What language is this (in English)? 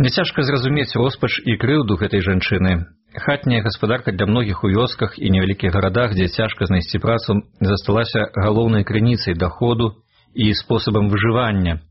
Belarusian